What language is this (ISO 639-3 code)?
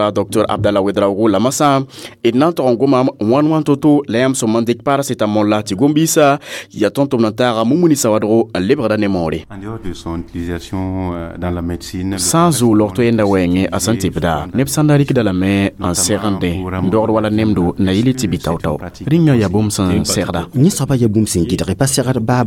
mos